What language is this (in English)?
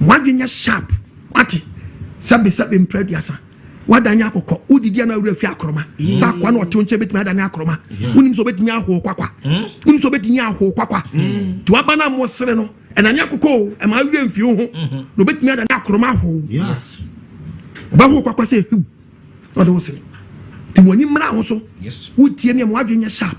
Akan